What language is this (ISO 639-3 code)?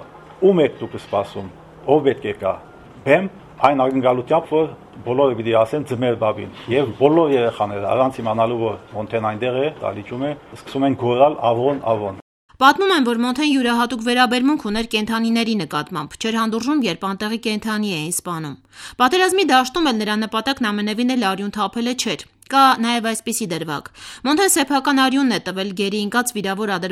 hye